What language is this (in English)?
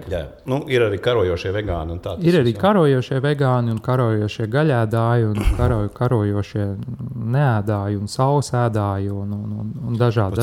Latvian